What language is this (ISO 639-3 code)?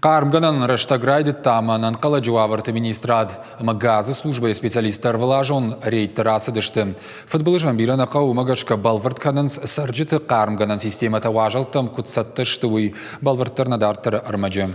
oss